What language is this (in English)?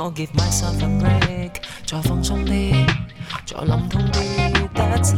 Cantonese